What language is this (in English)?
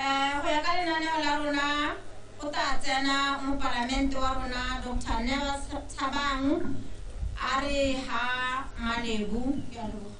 Tswana